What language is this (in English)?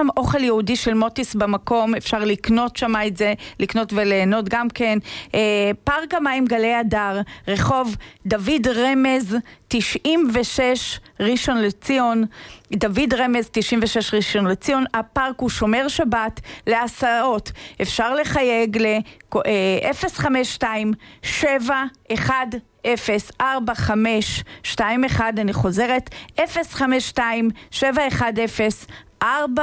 Hebrew